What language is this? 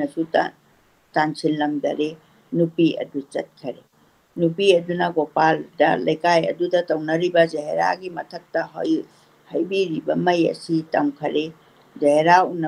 Manipuri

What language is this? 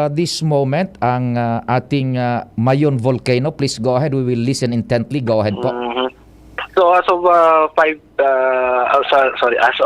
Bikol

